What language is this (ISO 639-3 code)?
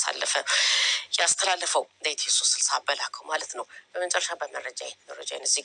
amh